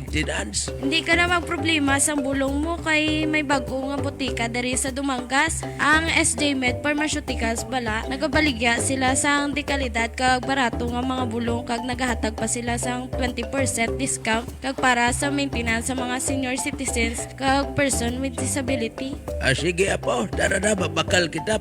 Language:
Hiligaynon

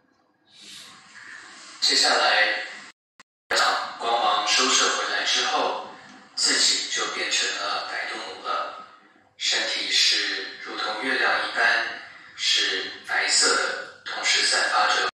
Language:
Chinese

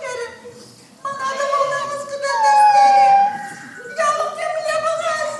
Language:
Chuvash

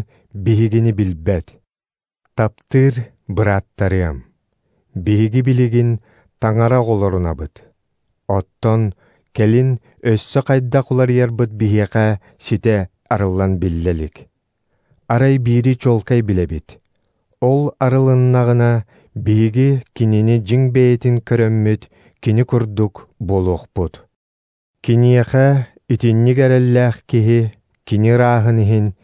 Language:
Yakut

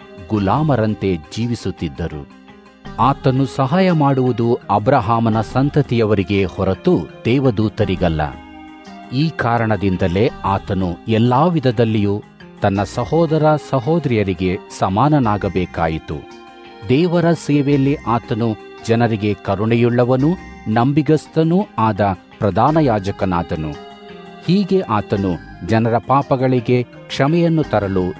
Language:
Kannada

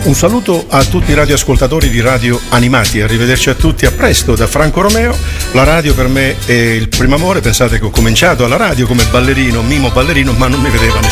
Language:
Italian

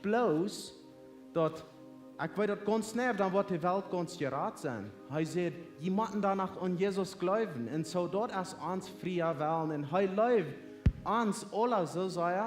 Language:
Plautdietsch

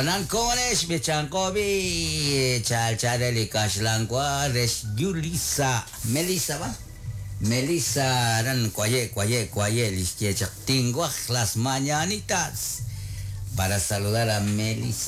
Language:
Kekchí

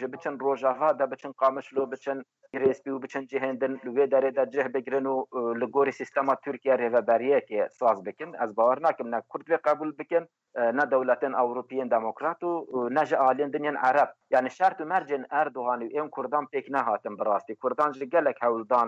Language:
Kurdish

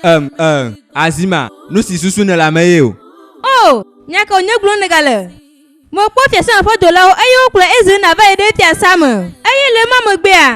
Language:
Ewe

